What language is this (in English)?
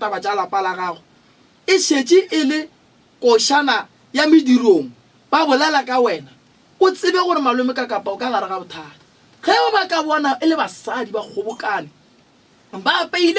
Northern Sotho